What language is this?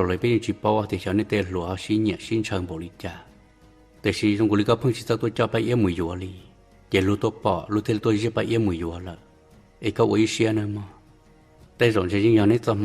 Hmong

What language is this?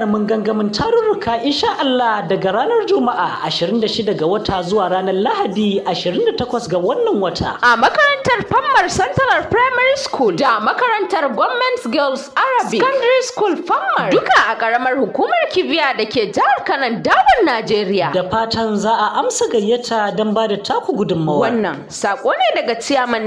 Hausa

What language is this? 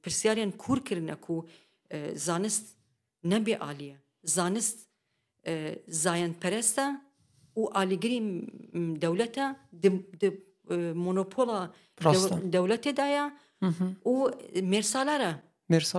Kurdish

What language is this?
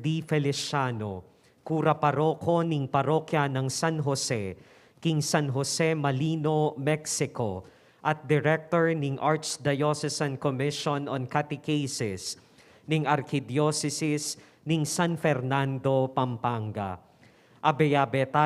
Pampanga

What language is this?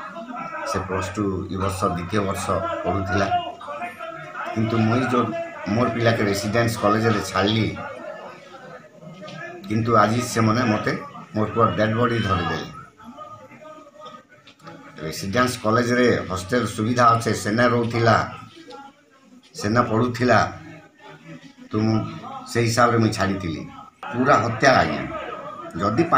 Odia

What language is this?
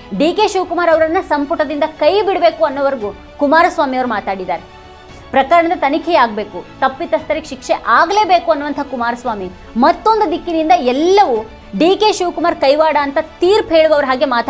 Kannada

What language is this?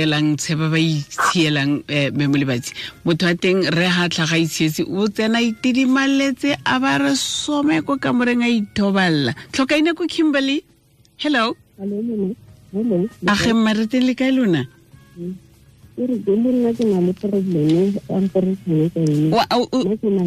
Tswana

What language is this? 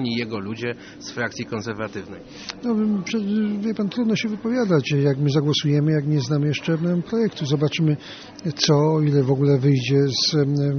Polish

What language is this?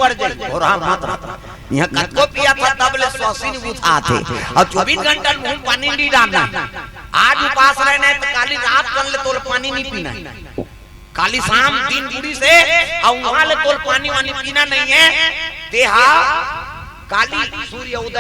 Chhattisgarhi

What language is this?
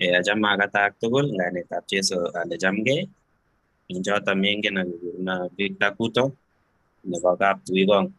Kalenjin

